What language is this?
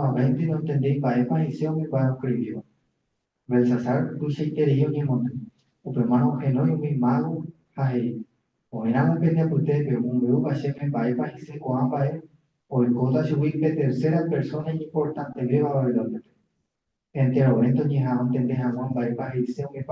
Guarani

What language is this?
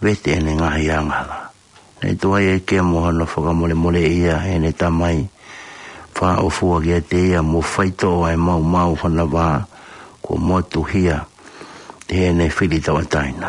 Tongan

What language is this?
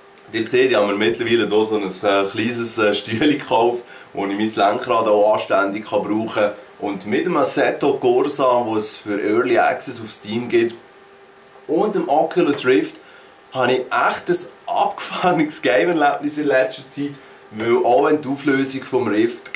Swiss German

